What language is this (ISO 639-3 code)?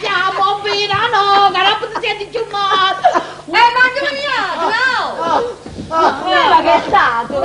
nap